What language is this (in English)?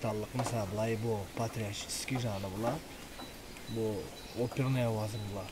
Karachay-Balkar